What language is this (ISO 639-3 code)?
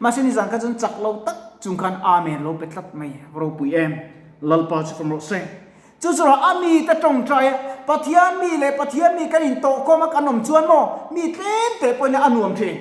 lus